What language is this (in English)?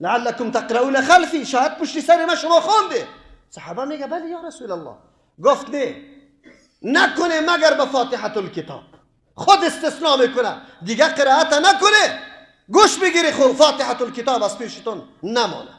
Persian